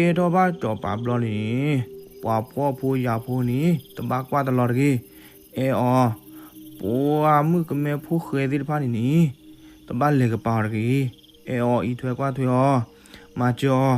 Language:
S'gaw Karen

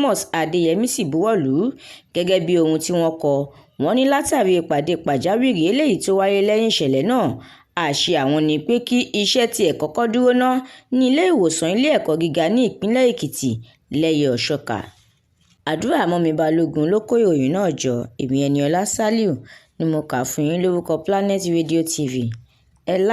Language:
Yoruba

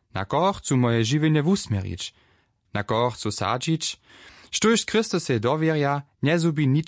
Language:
Upper Sorbian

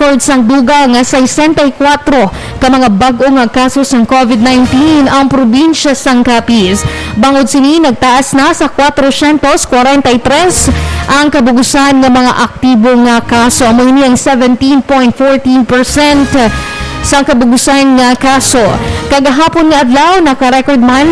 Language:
Hiligaynon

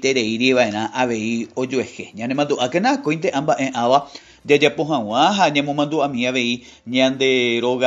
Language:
Guarani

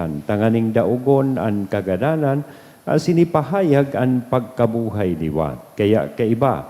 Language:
Bikol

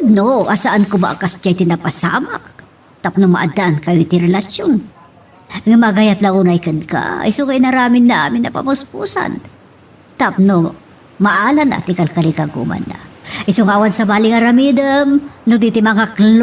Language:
Iloko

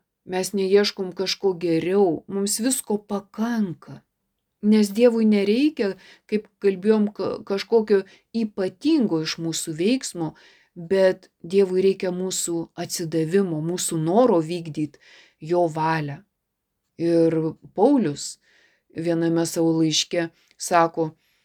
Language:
Lithuanian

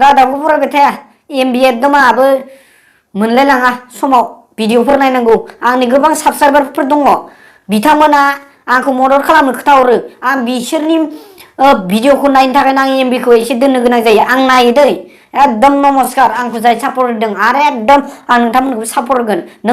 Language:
Bodo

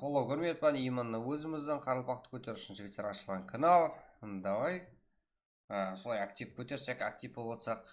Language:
Kara-Kalpak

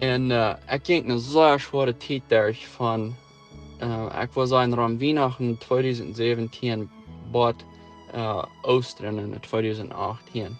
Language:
Plautdietsch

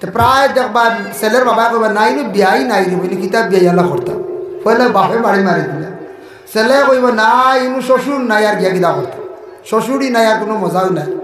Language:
Sylheti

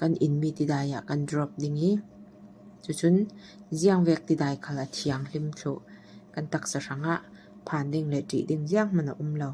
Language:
Falam Chin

